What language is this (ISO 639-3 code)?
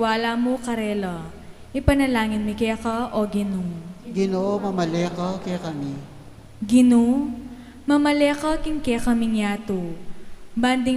pam